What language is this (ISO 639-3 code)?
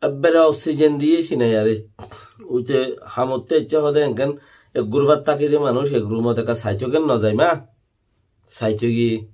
rhg